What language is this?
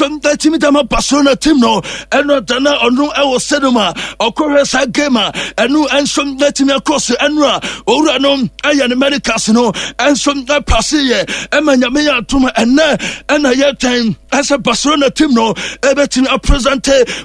Akan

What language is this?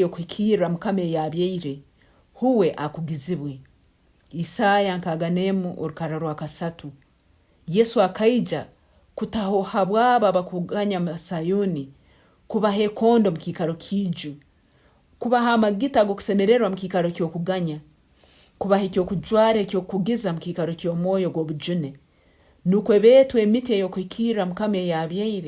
Tooro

